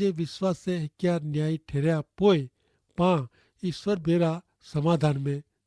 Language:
Kachhi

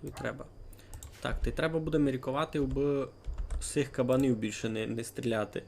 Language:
Rusyn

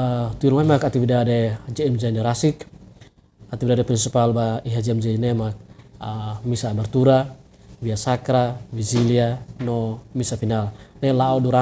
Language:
Tetum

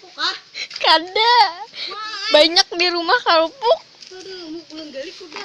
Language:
Banjar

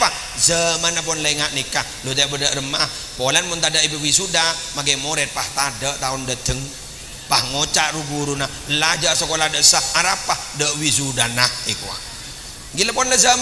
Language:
Madurese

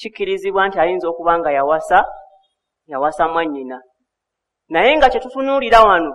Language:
Ganda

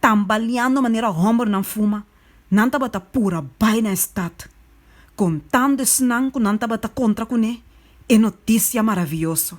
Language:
Papiamento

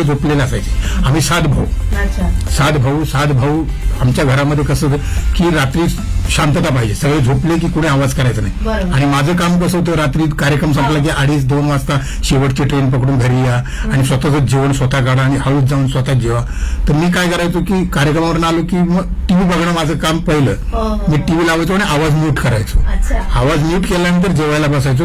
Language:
Marathi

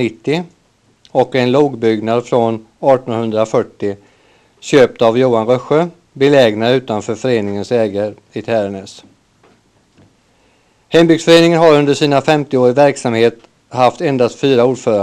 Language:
Swedish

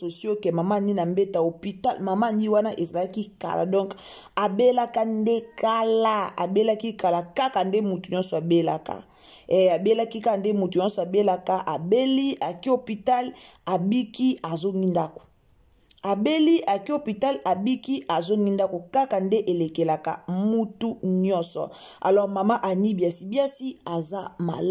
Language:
Lingala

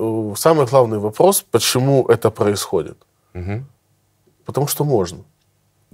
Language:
Russian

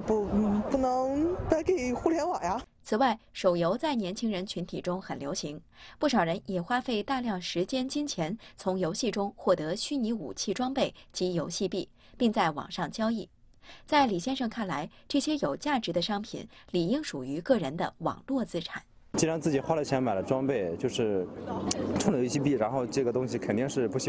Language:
Chinese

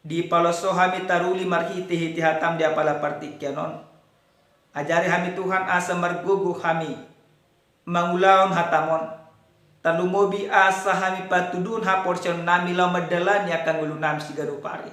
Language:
Batak Toba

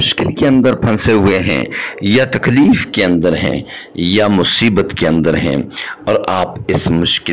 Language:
Urdu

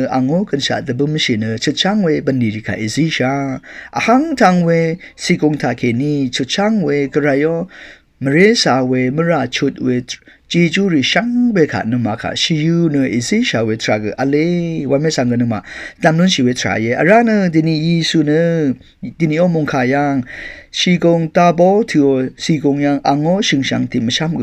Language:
Rawang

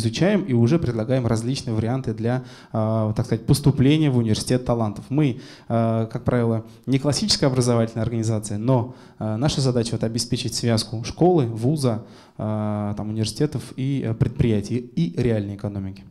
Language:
Russian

